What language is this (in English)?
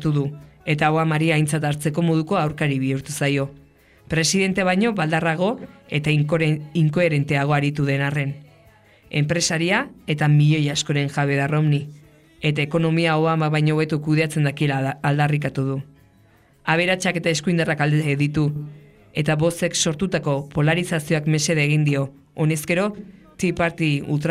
Basque